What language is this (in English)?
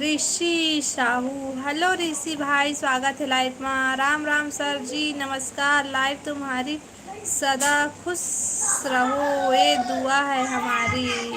Chhattisgarhi